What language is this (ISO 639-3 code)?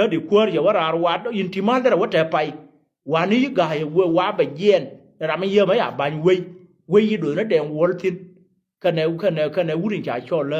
nus